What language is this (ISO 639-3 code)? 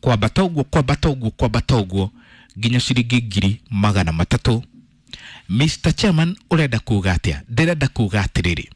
kik